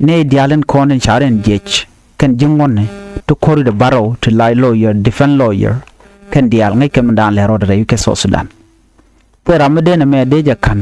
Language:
Nuer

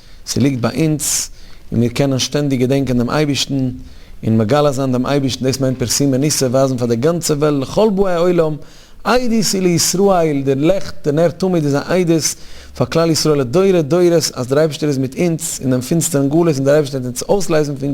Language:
Yiddish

